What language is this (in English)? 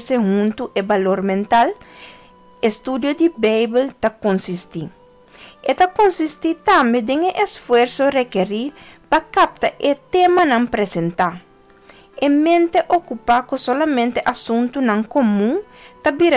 Papiamento